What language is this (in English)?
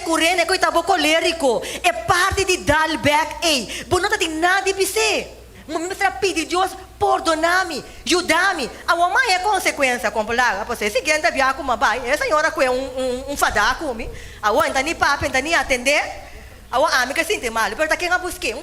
Papiamento